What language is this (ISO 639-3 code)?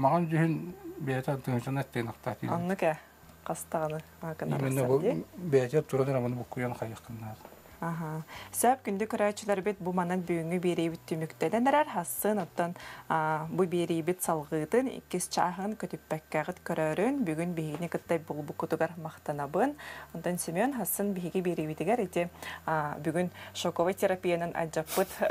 sah